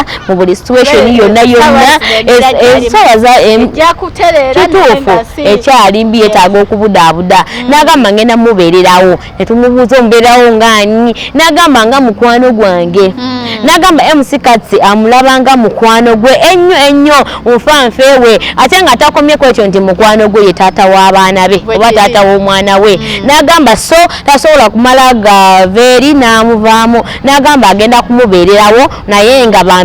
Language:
Ganda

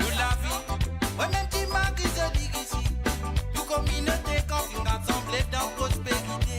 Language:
Morisyen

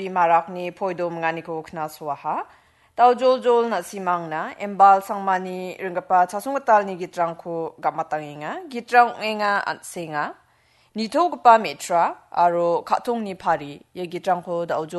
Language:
Garo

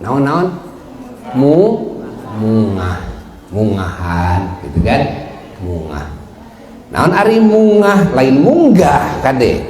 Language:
Sundanese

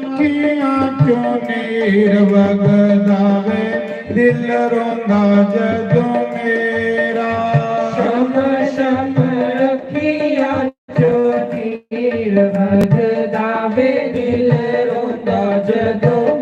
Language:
Dogri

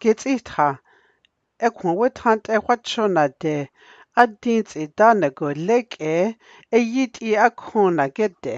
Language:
Dogrib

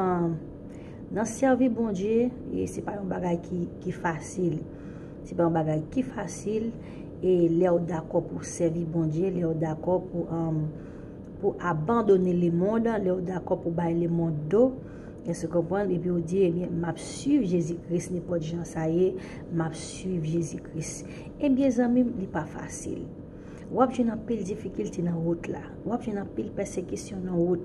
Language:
Haitian Creole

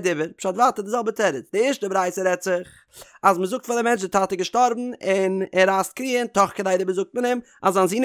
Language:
Yiddish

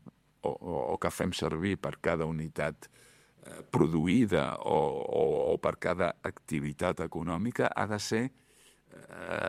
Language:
Catalan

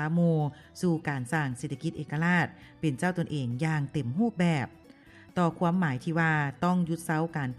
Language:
Lao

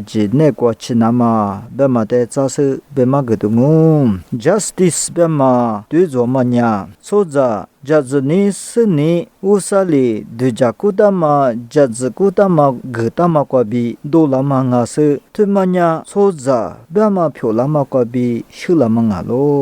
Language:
Lisu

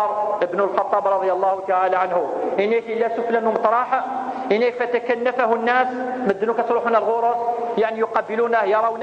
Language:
Kabyle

